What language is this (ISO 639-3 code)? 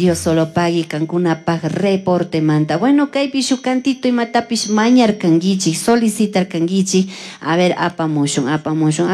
qug